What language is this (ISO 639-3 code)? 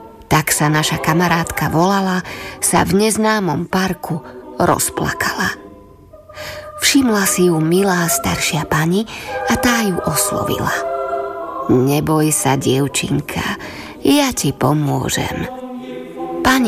slk